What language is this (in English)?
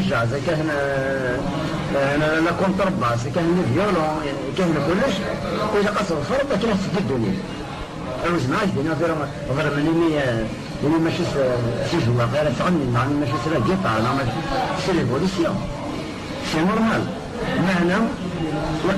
Kabyle